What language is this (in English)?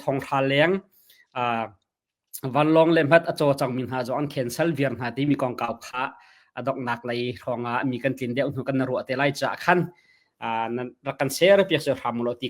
Hakha Chin